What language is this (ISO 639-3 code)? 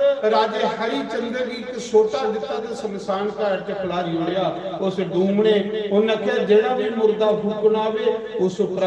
doi